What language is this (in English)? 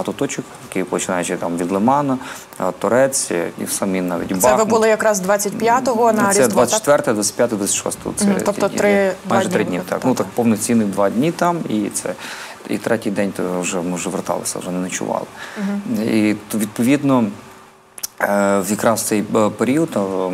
Ukrainian